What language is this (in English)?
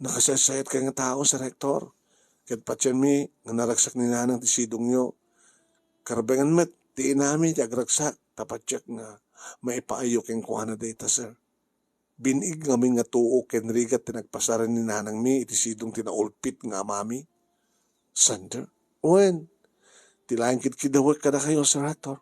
Iloko